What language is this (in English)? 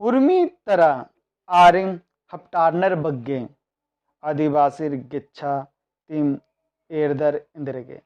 Kurukh